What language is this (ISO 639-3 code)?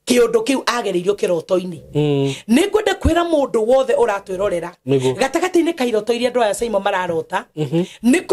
kik